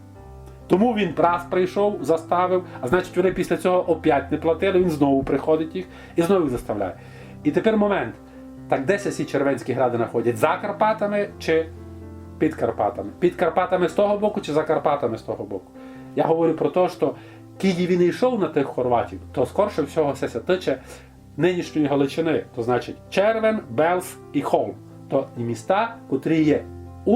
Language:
Rusyn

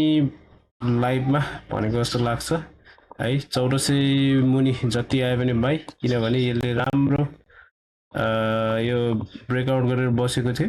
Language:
Nepali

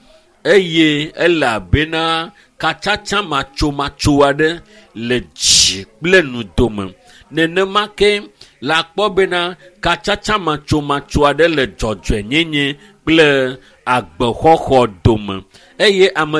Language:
Ewe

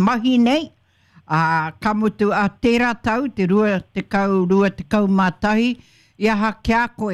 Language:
Māori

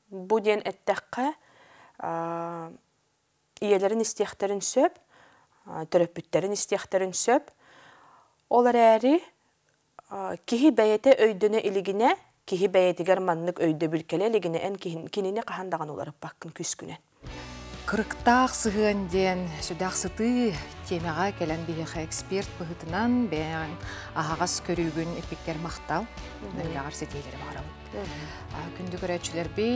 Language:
Yakut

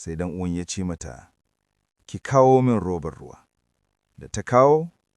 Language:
Hausa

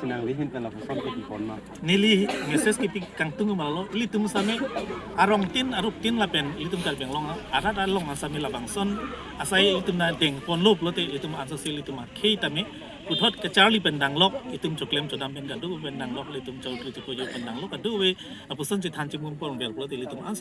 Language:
Karbi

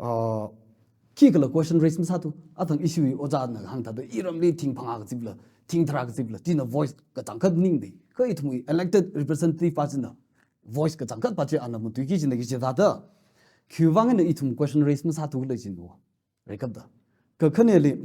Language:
Tangkhul Naga (India)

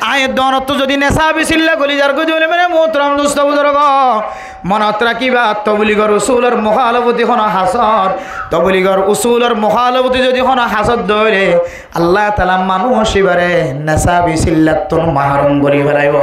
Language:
Rohingya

